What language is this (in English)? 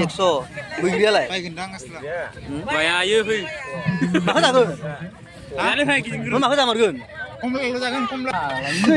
Bodo